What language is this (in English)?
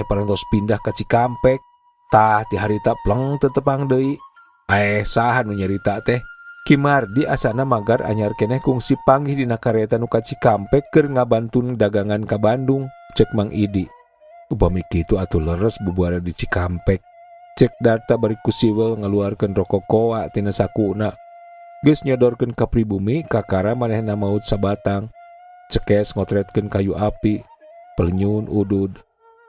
Sundanese